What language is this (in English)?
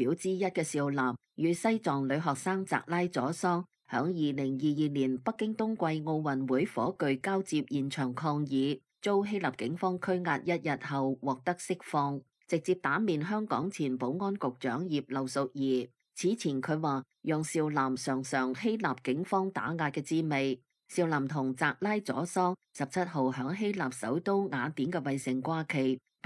Cantonese